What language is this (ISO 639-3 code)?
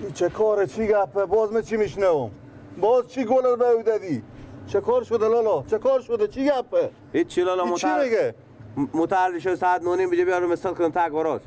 fas